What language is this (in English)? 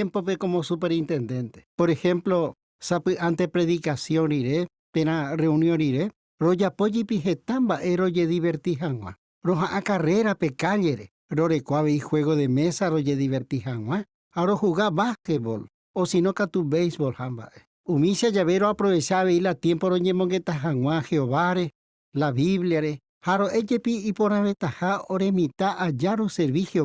Guarani